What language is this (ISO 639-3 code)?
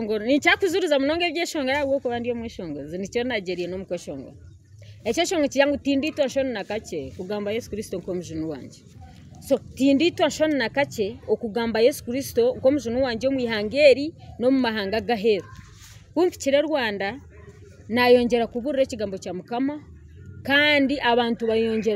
nyn